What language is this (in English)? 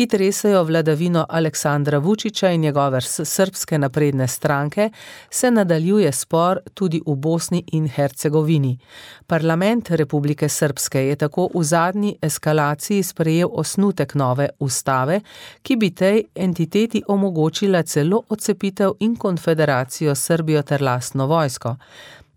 Slovenian